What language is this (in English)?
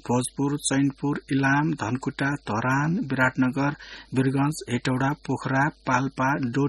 Newari